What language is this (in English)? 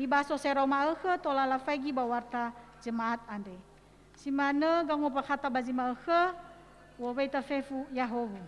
Nias